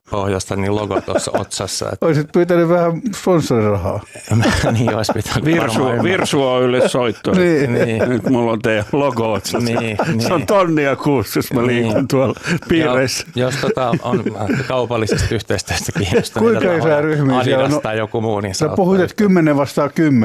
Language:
Finnish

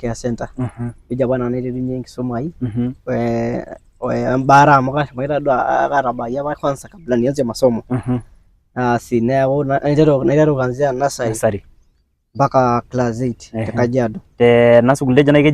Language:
Masai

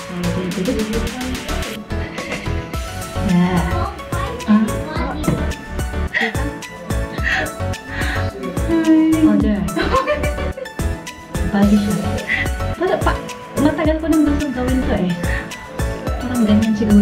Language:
Filipino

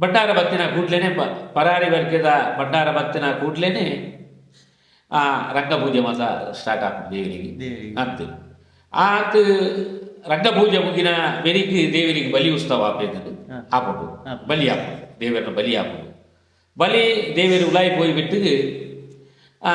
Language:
Tulu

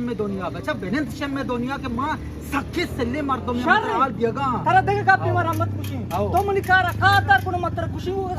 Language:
Eastern Balochi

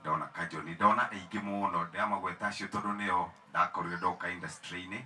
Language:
Kikuyu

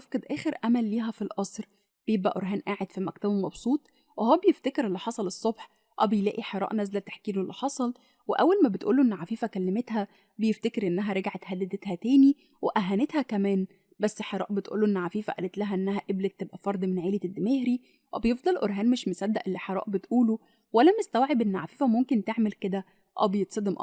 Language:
Egyptian Arabic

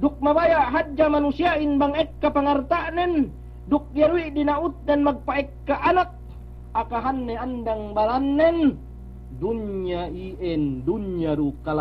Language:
Yakan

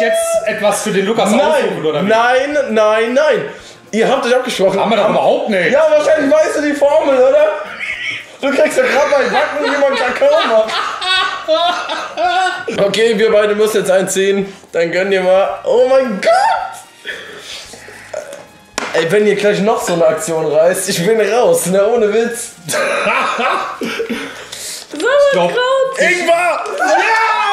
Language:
German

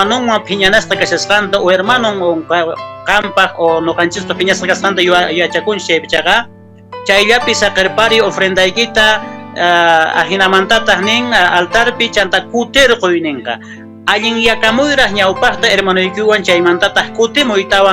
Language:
Quechua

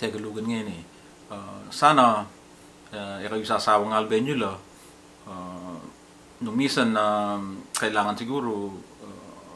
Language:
Pampanga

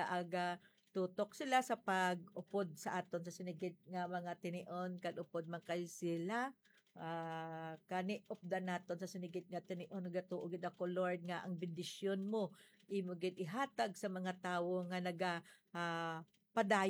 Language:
Hiligaynon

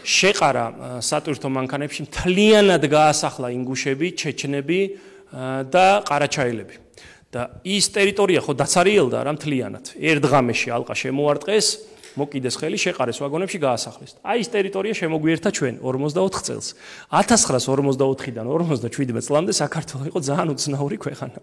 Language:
Georgian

